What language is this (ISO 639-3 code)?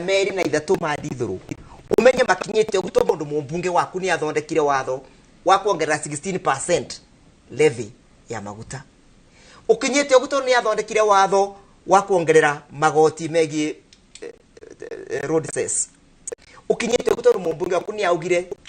kik